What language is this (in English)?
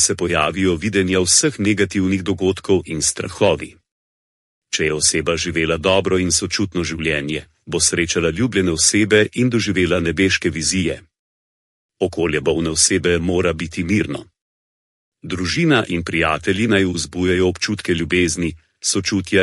Slovenian